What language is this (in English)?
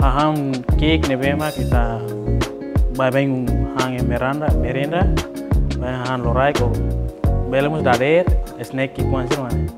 Tetum